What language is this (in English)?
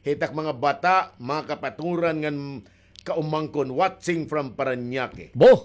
Waray